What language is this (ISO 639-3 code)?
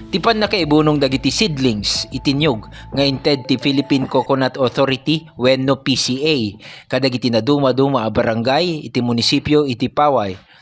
ilo